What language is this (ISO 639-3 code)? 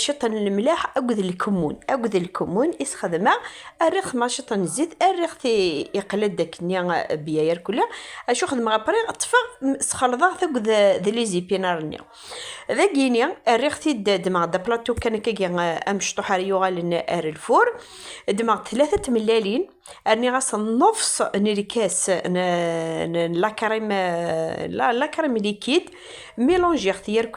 kab